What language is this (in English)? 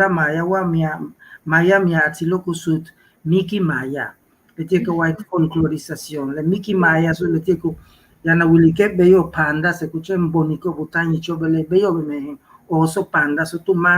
Yucateco